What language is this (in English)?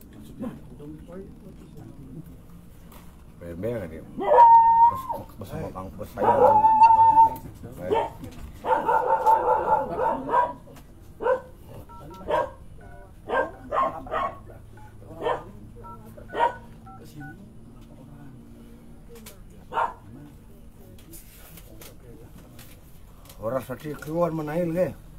Malay